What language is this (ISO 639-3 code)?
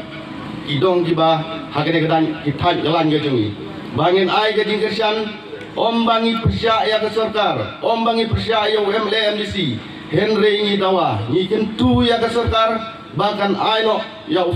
kha